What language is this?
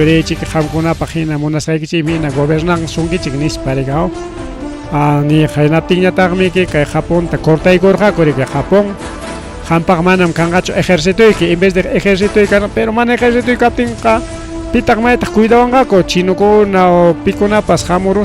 Ayacucho Quechua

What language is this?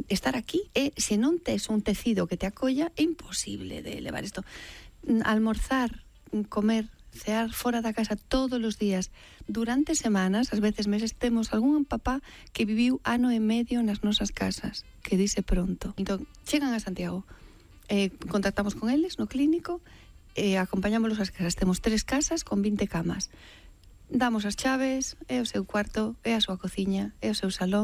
Galician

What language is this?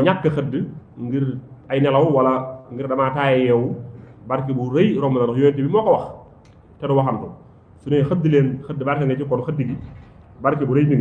Wolof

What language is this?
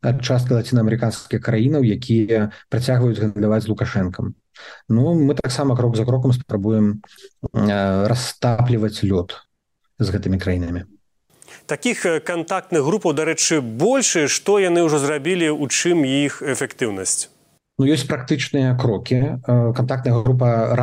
Belarusian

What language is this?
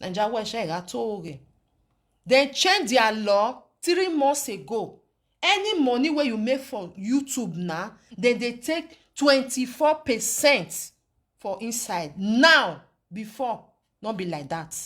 Nigerian Pidgin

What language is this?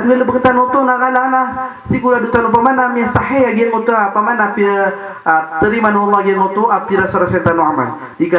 Maranao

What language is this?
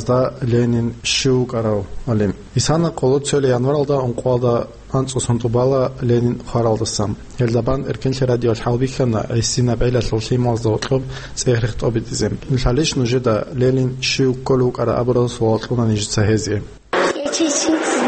Avaric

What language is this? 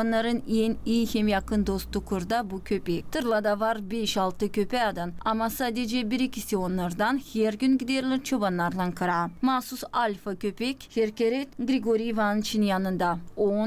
Gagauz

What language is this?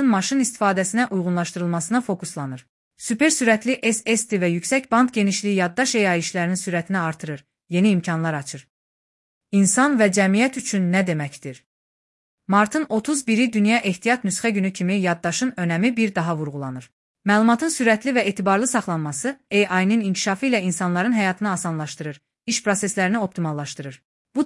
Azerbaijani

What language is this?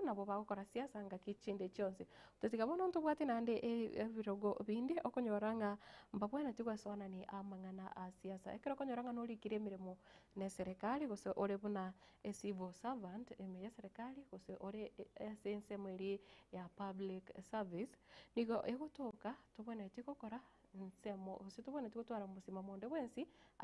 Gusii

